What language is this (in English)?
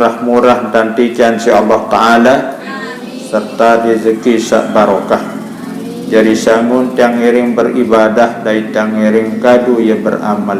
Sasak